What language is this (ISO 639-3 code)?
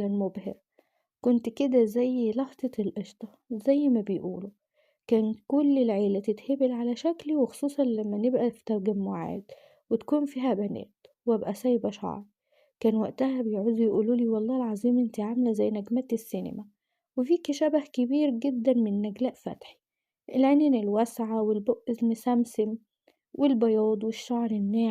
arz